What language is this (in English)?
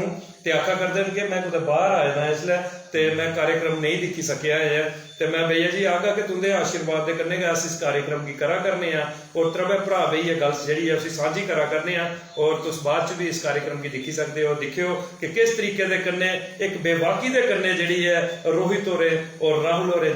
Dogri